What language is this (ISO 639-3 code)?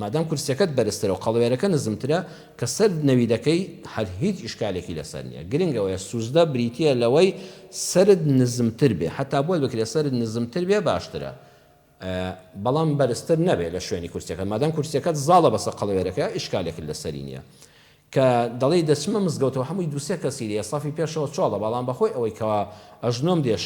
ckb